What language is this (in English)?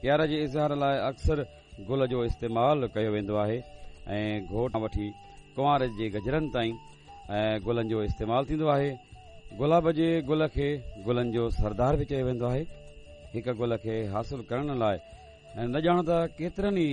Sindhi